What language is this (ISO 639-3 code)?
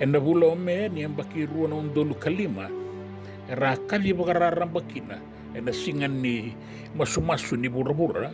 fij